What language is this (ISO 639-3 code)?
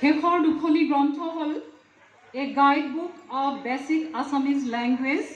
asm